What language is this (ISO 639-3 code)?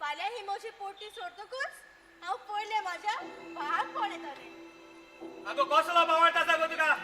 kok